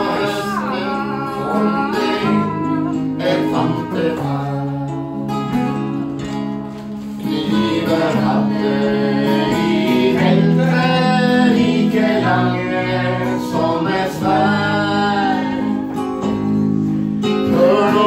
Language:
Norwegian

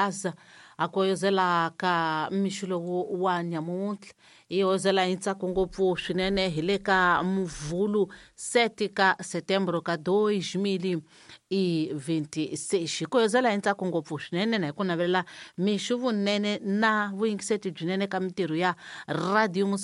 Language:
Tsonga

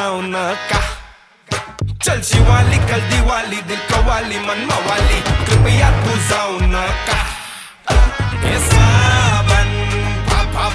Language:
Marathi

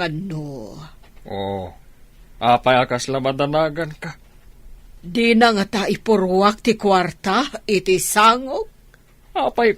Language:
Iloko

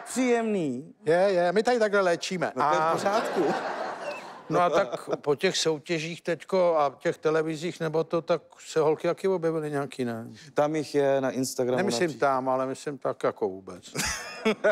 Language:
Czech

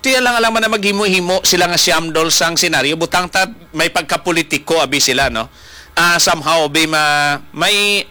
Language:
Hiligaynon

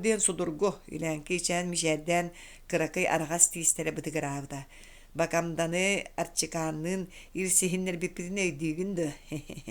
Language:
Yakut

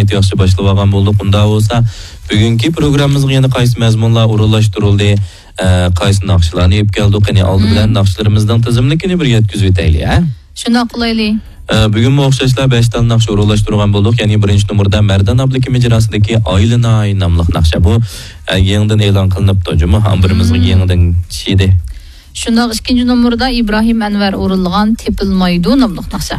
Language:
Uyghur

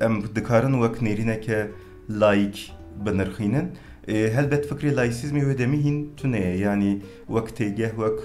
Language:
Kurdish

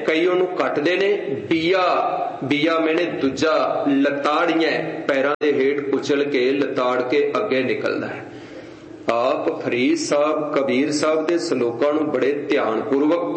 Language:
Punjabi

